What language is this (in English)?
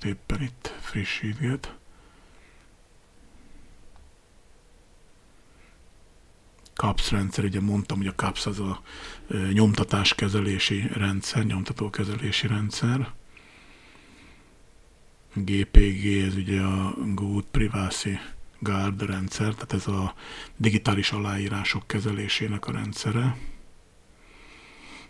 Hungarian